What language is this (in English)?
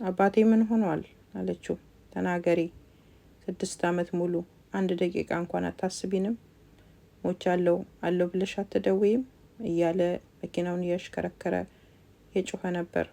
Amharic